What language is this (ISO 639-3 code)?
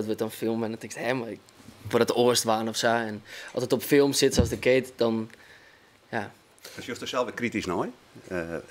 fry